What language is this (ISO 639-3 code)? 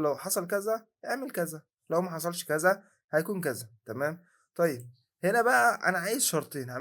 arz